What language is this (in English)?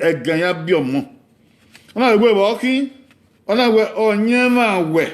Bini